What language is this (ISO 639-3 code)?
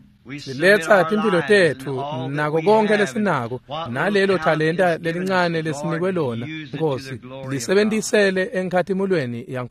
ssw